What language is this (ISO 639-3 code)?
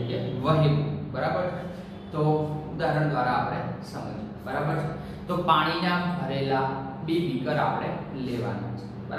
guj